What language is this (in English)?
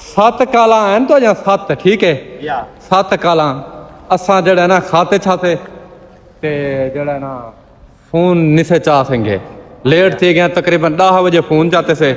Saraiki